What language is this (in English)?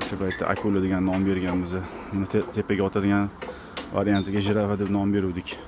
Uzbek